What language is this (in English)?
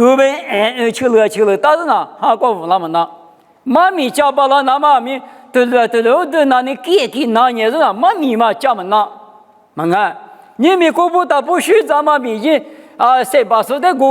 Lisu